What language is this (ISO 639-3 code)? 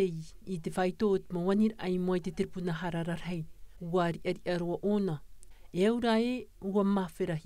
tah